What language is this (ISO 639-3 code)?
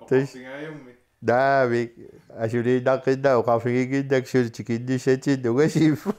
kal